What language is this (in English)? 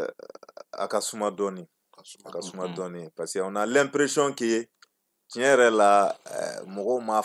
Bambara